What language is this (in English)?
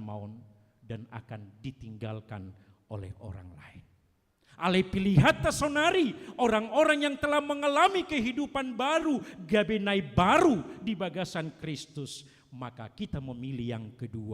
Batak Toba